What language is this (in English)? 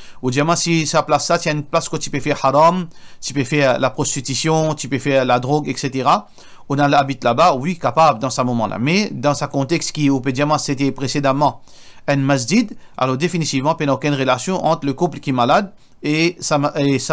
Morisyen